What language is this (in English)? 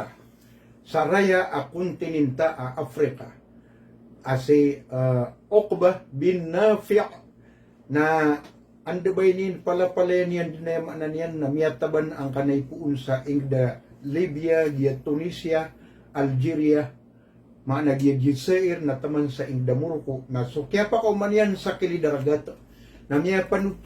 Maranao